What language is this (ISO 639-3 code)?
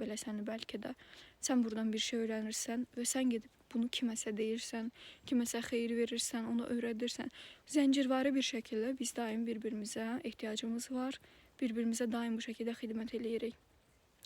aze